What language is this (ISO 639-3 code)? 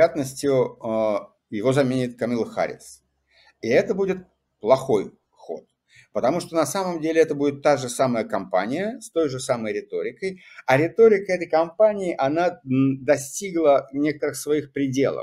rus